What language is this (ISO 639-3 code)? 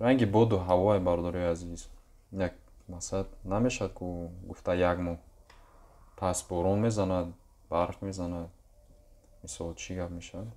tgk